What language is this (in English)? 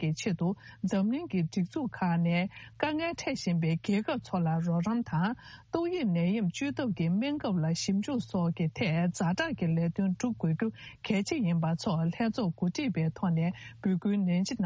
Tibetan